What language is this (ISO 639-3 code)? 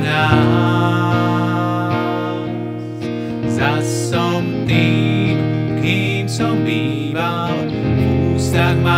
slk